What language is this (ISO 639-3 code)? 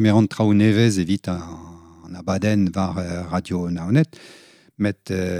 bre